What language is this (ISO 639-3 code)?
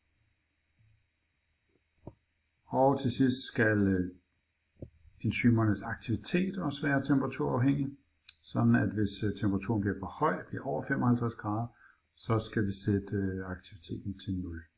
dan